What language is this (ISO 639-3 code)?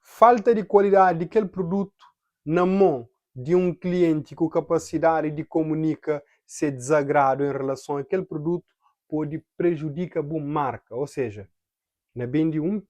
kea